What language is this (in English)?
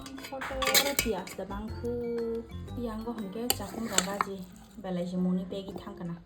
Kok Borok